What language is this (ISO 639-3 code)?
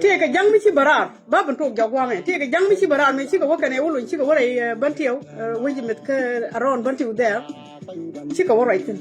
nus